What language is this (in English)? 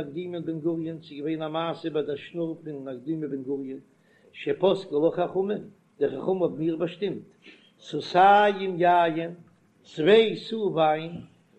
Yiddish